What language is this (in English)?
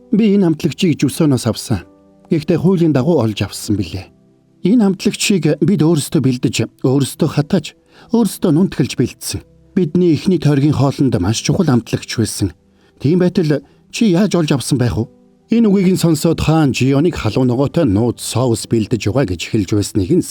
Mongolian